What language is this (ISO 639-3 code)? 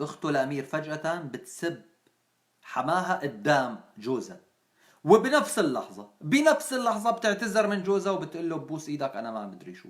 apc